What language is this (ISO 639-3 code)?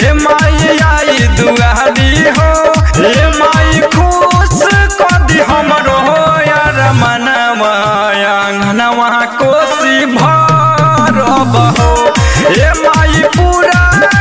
bho